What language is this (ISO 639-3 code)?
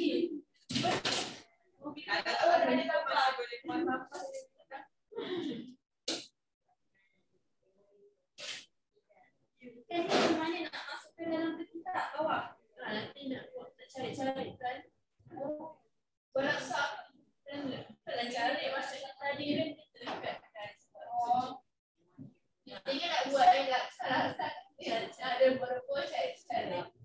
msa